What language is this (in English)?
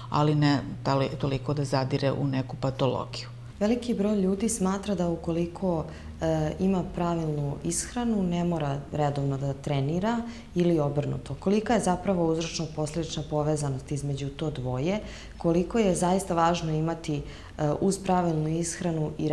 Serbian